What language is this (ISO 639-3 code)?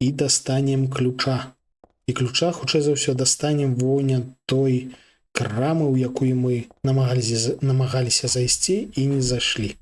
bel